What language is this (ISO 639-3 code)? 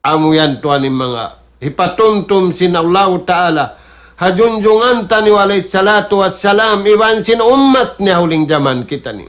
tsg